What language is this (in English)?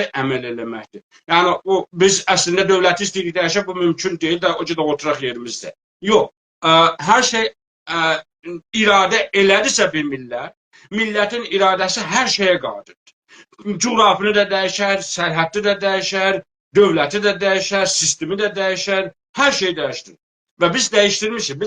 South Azerbaijani